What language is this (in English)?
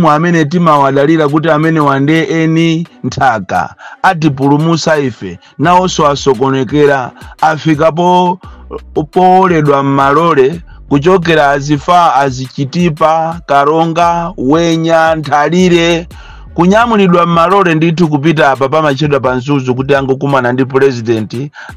Nyanja